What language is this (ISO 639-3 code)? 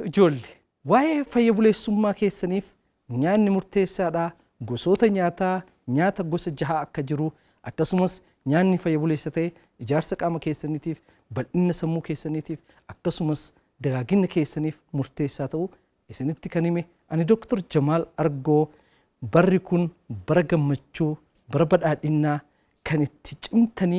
orm